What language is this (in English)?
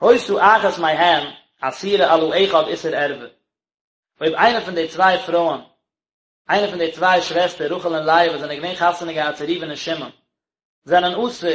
Yiddish